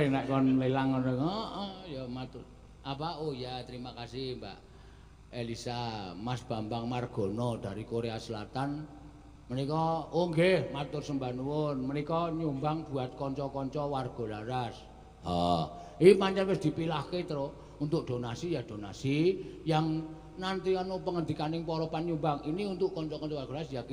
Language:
Javanese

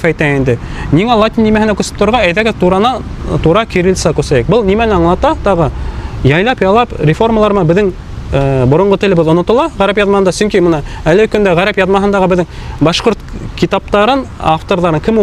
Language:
Bashkir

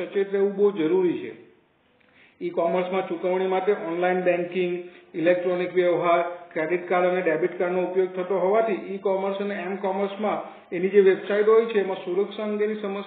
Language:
Gujarati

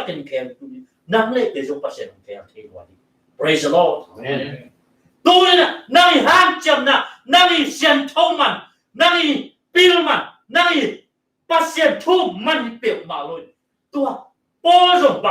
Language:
Tedim Chin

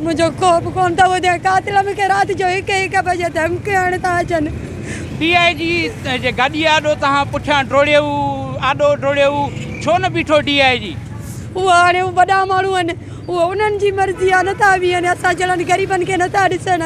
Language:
Sindhi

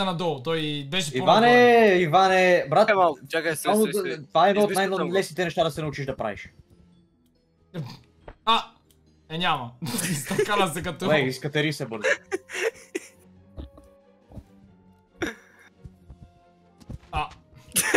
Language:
Bulgarian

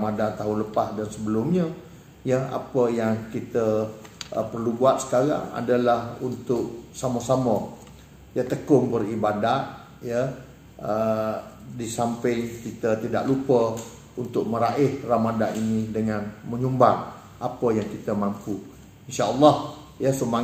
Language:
Malay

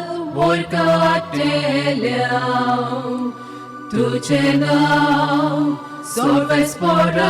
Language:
Konkani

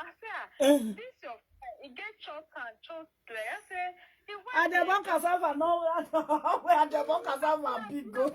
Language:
Nigerian Pidgin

